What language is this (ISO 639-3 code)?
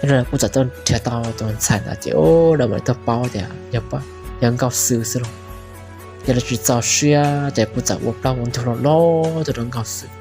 hmn